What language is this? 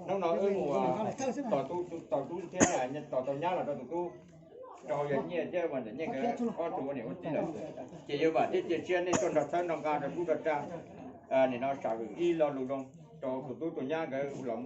Hmong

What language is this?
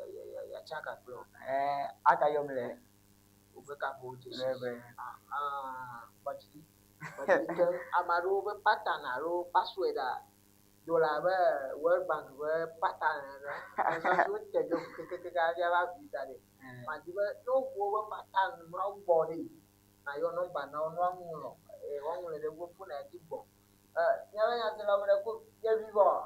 Ewe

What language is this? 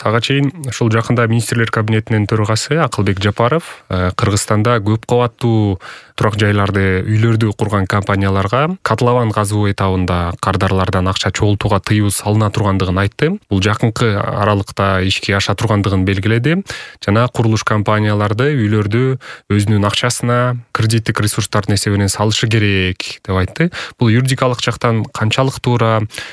Kyrgyz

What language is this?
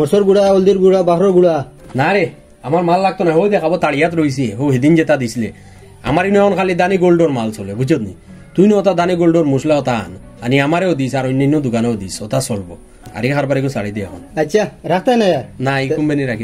Sylheti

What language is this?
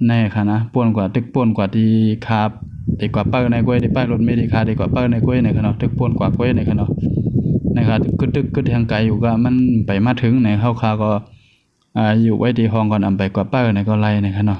Shan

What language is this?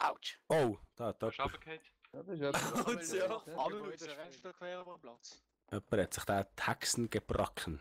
Swiss German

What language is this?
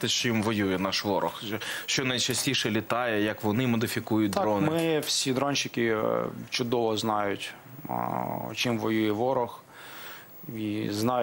Ukrainian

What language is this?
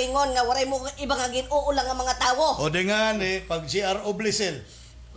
Waray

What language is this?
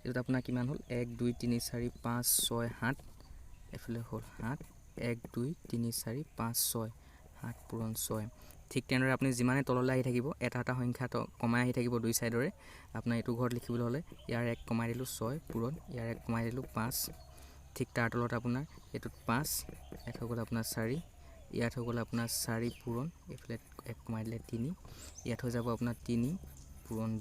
Assamese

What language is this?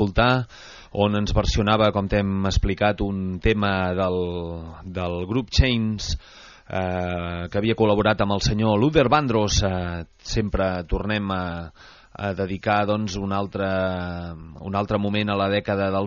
Catalan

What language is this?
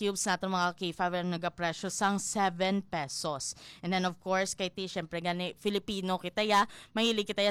Hiligaynon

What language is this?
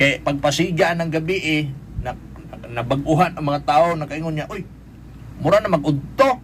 Cebuano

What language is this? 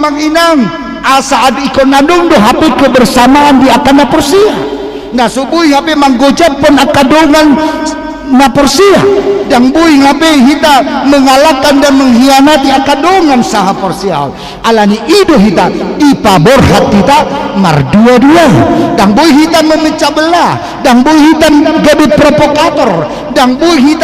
Batak Toba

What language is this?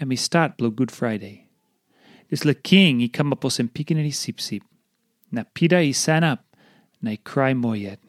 Tok Pisin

